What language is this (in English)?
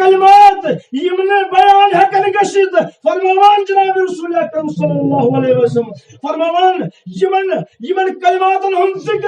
Kashmiri